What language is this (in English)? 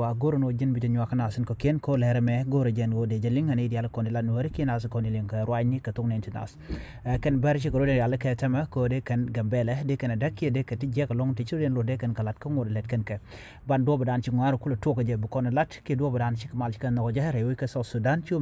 Nuer